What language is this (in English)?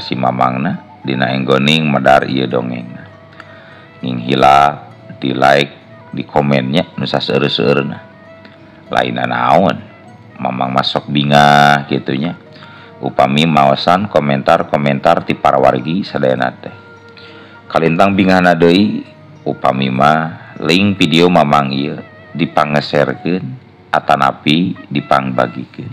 Sundanese